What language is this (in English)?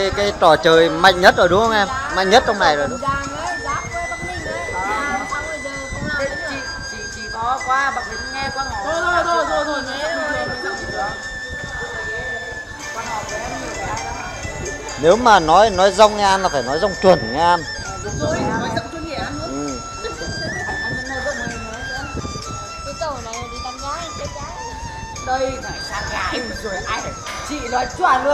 Vietnamese